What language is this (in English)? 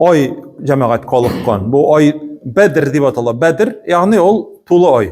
Tatar